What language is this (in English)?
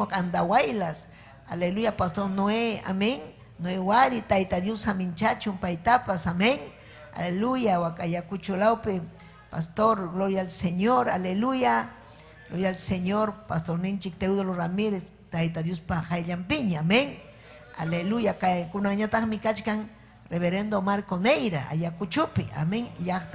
Ayacucho Quechua